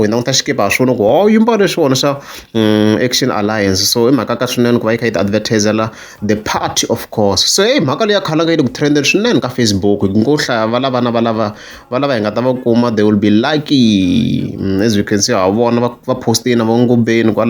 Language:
Tsonga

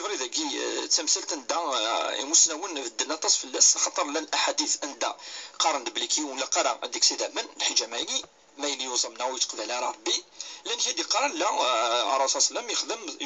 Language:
Kabyle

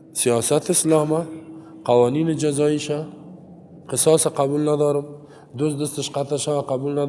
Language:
Tajik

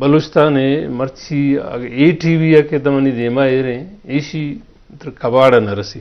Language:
Eastern Balochi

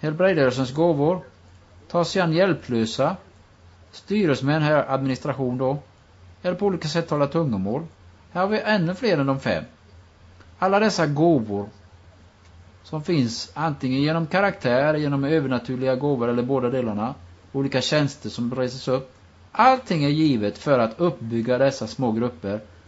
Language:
Swedish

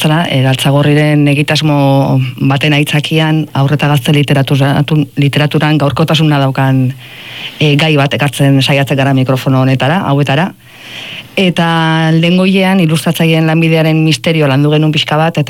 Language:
Basque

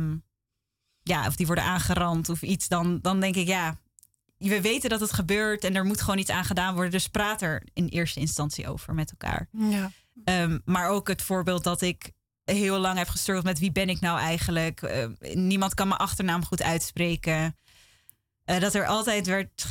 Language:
Dutch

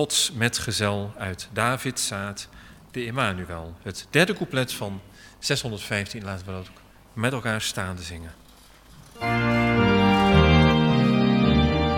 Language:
Dutch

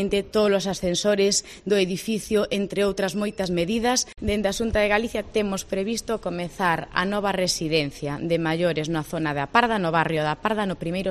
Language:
Galician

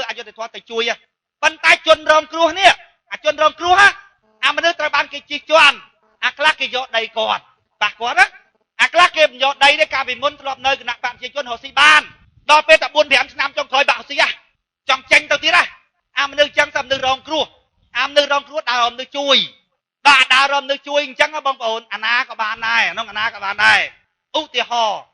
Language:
Khmer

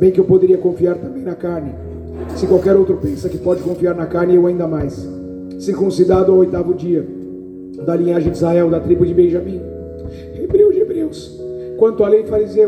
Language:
Portuguese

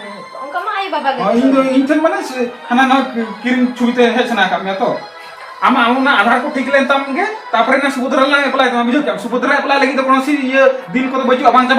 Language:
Santali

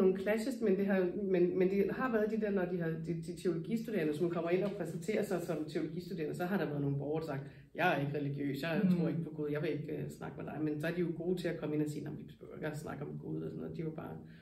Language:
Danish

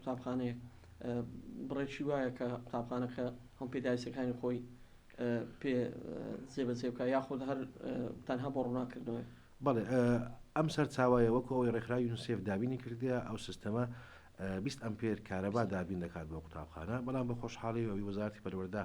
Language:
Central Kurdish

